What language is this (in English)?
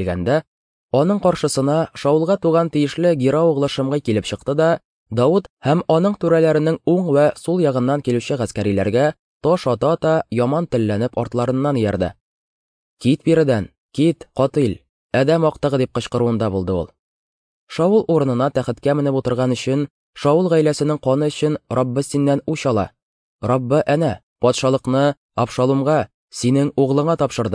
Tatar